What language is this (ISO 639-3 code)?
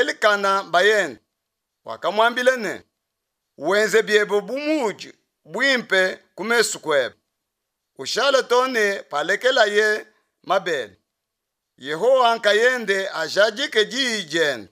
lua